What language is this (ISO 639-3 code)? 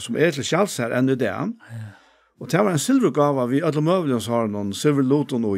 fao